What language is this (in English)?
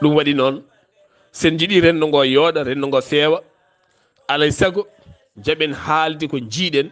Fula